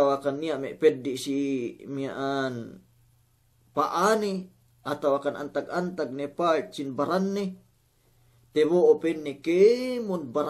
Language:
Yakan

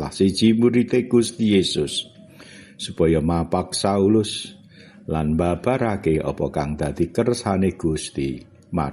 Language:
Javanese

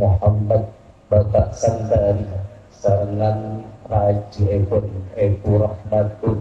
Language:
Madurese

